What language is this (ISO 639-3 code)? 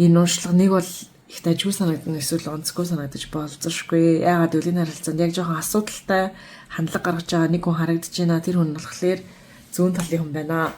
mon